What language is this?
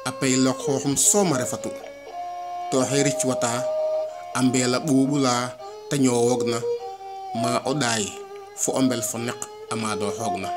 Serer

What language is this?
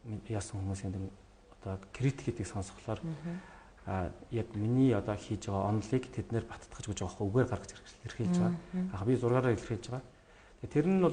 Mongolian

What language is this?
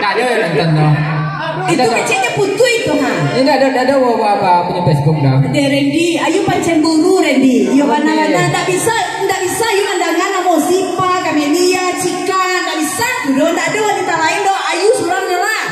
Minangkabau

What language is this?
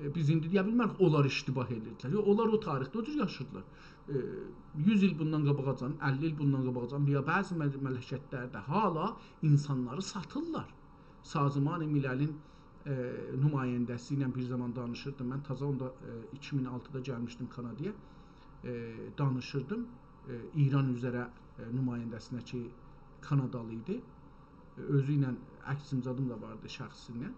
South Azerbaijani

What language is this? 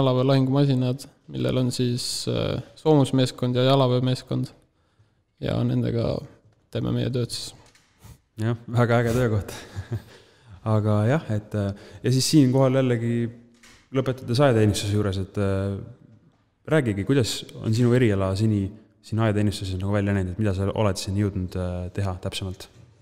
Estonian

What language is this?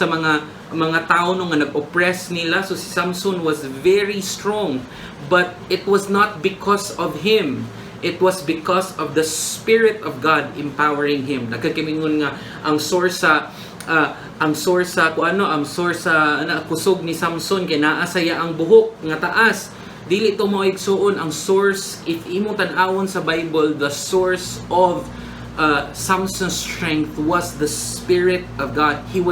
Cebuano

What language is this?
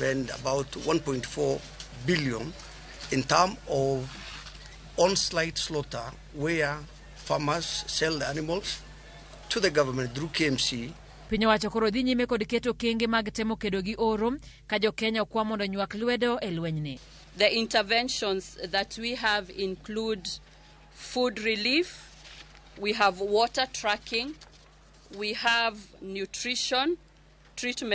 Luo (Kenya and Tanzania)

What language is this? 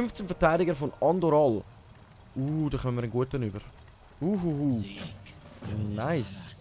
Swiss German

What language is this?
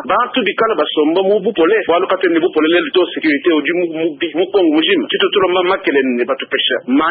Luba-Lulua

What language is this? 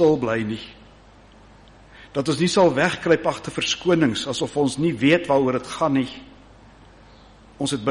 Afrikaans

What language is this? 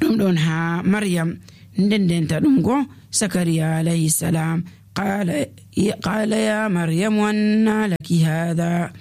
Nigerian Fulfulde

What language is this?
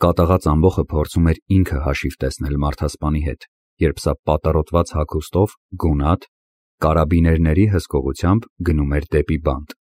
Armenian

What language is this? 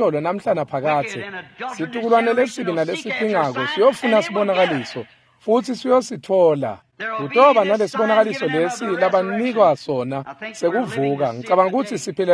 Swati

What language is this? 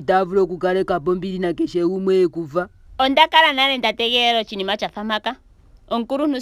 Ndonga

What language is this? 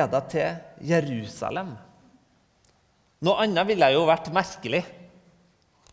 Norwegian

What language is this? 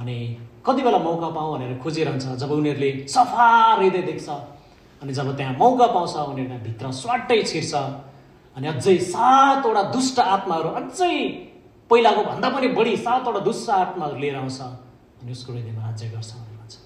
Nepali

